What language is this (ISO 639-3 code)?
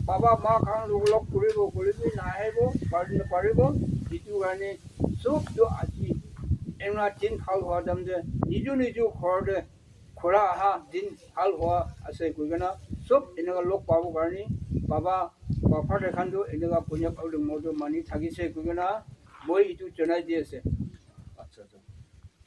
nag